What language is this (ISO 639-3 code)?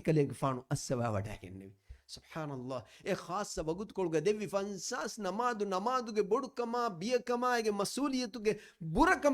div